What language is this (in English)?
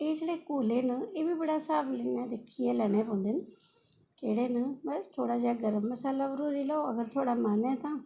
Dogri